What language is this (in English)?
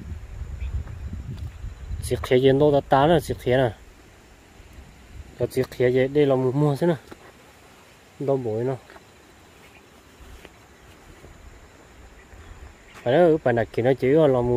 Vietnamese